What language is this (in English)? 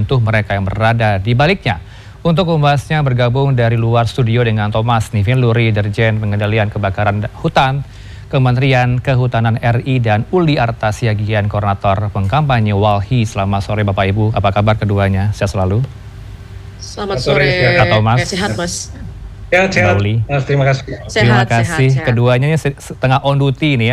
Indonesian